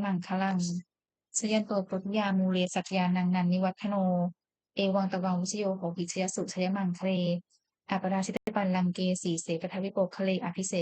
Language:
Pali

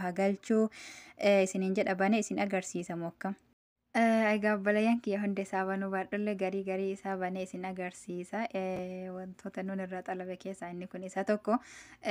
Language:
Oromo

